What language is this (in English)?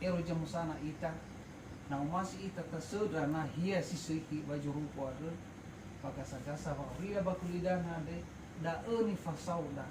Nias